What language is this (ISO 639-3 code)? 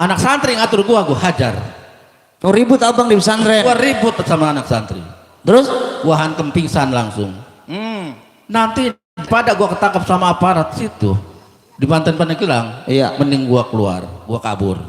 bew